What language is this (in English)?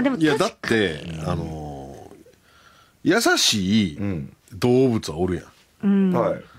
Japanese